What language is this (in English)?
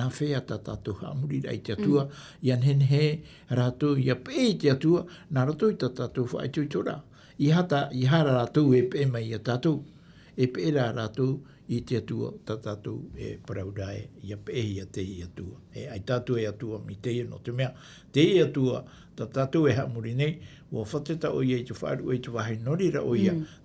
Tahitian